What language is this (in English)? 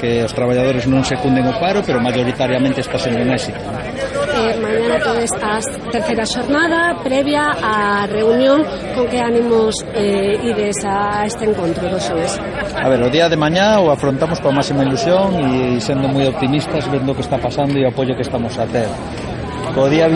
Galician